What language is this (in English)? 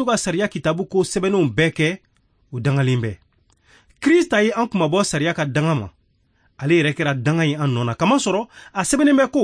Bambara